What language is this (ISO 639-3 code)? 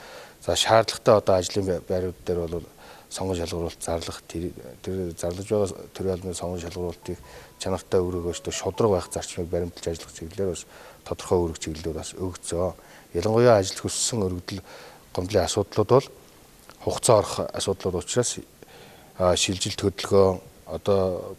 mon